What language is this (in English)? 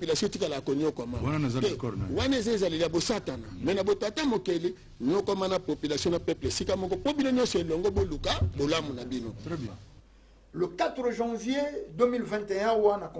Lingala